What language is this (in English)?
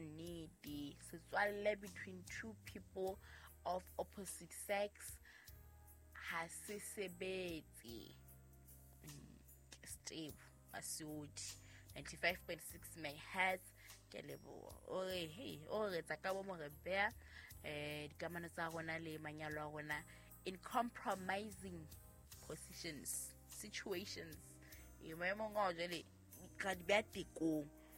Southern Sotho